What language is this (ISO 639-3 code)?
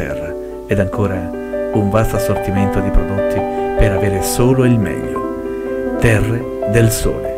ita